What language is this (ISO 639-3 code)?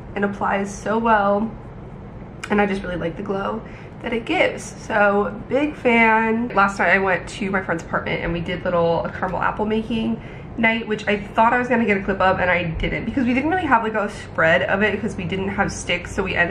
eng